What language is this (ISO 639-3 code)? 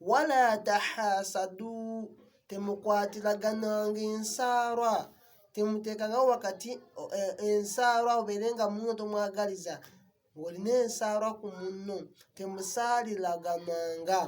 lug